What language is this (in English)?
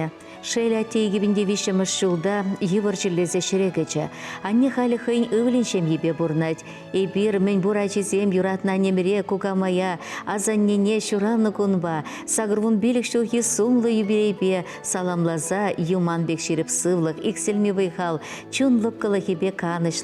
Chuvash